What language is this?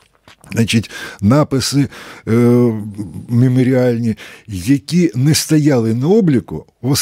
Ukrainian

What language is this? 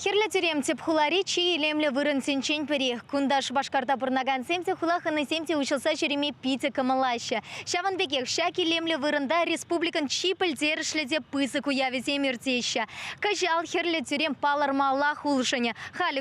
Chuvash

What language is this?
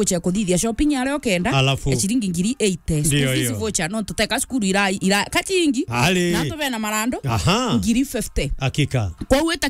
Meru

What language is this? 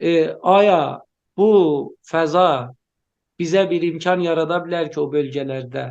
South Azerbaijani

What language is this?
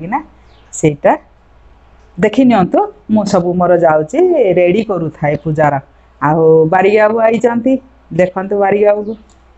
Odia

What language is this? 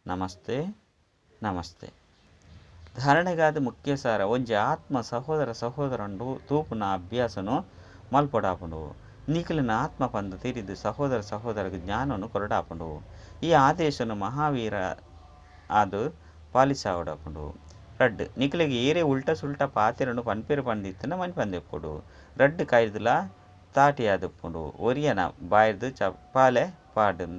Tulu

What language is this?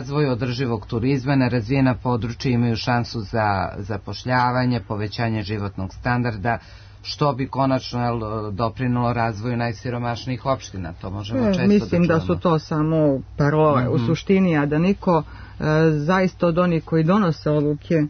Serbian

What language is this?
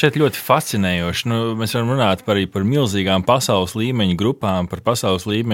Latvian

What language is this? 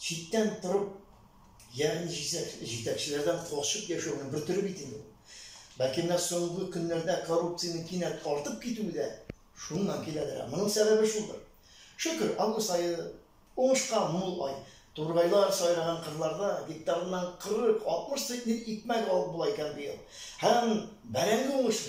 Tatar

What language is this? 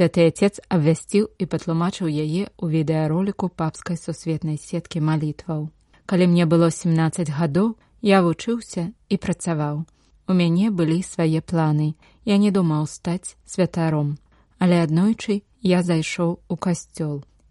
Belarusian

